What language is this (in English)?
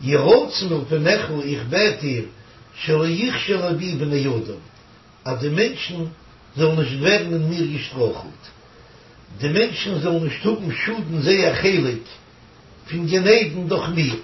Yiddish